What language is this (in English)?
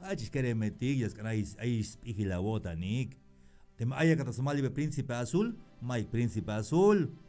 Tzeltal